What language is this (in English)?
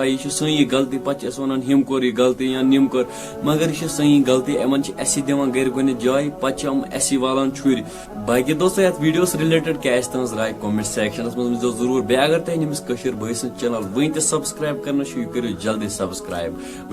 Kashmiri